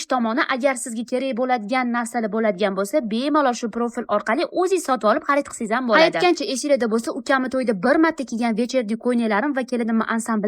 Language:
Uzbek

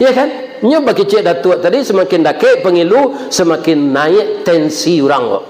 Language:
Minangkabau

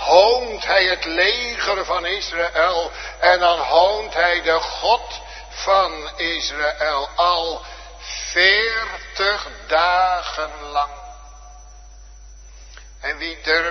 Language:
Dutch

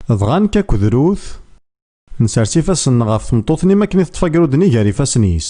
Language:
Kabyle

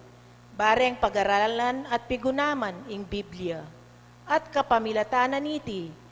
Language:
Pampanga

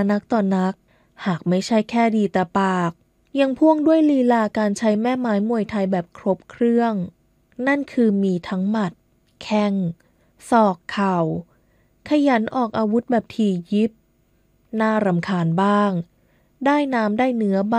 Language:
Thai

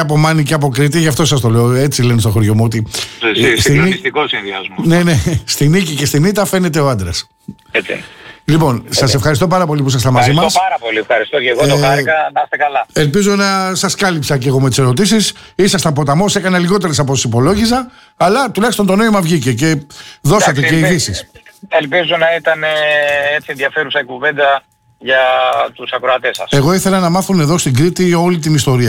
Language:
Greek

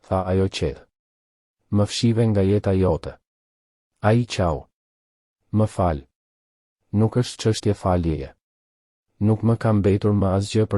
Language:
Albanian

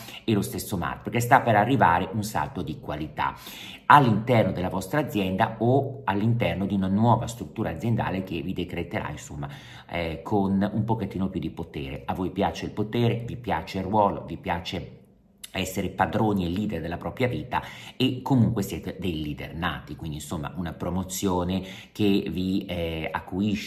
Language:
Italian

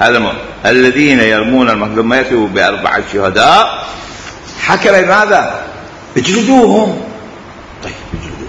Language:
Mesopotamian Arabic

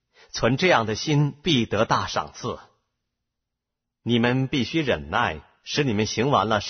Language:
Chinese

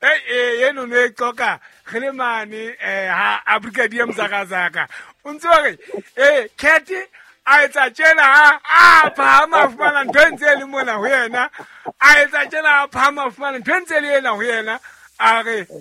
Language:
Southern Sotho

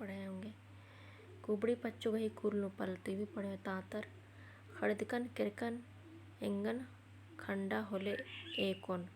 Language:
Kurukh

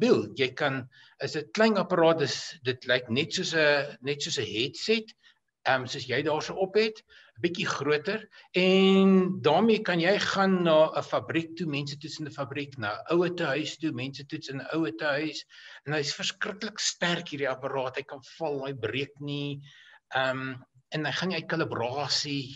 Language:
Afrikaans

